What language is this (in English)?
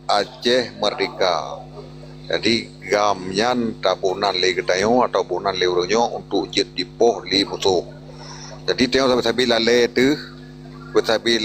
Achinese